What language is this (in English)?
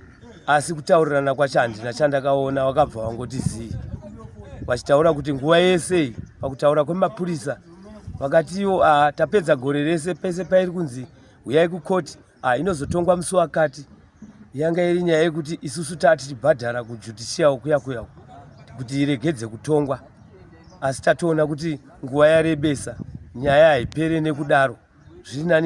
Shona